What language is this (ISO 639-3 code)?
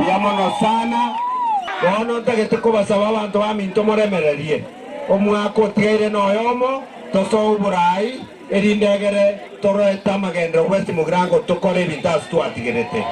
guz